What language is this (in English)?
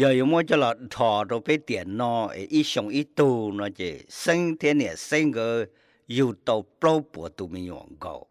Hmong